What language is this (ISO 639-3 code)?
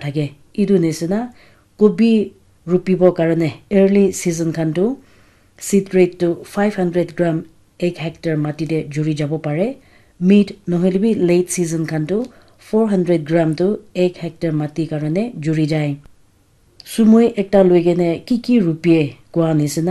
nag